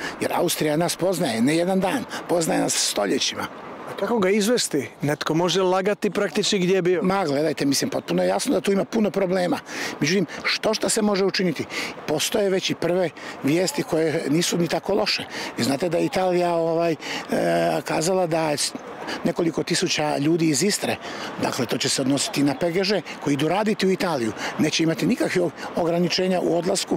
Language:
Croatian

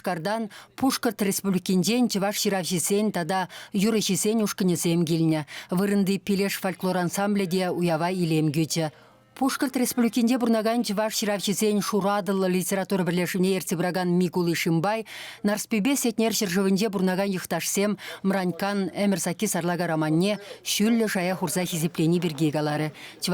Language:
Chuvash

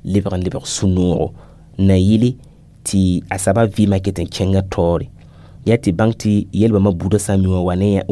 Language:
Mossi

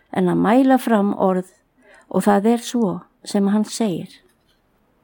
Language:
Icelandic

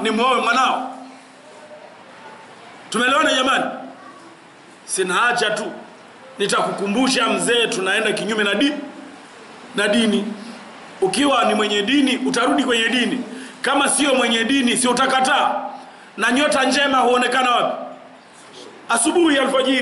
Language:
Swahili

